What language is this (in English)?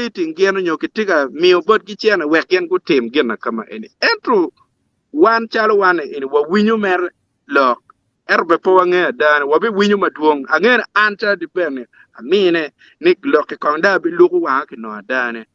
Acoli